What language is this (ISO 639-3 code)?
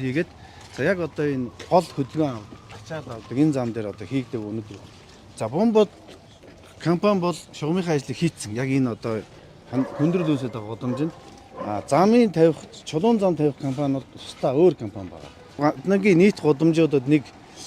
mon